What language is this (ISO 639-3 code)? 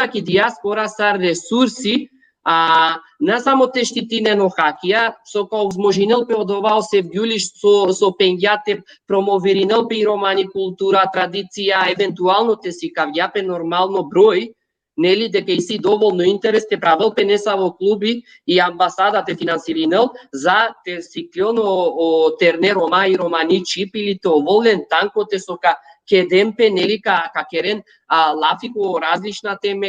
rmn